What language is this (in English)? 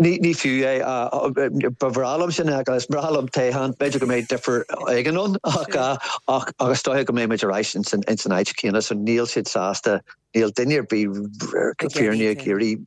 Irish